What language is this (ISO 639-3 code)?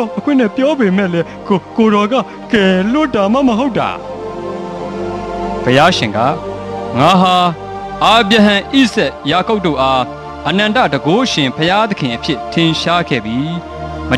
mya